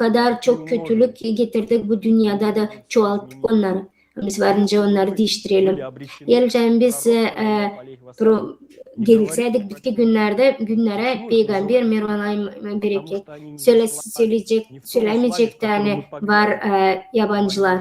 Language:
Gagauz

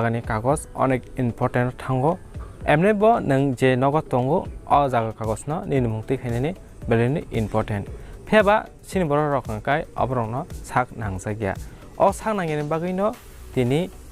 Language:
Kok Borok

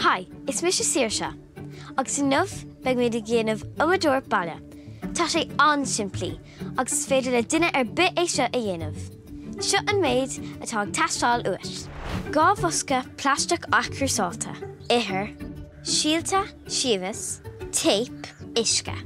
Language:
Irish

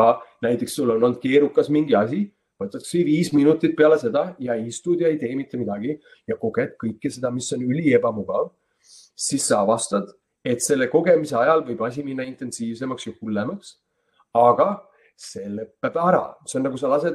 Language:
Estonian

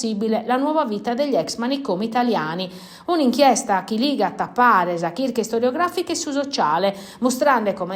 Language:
Sardinian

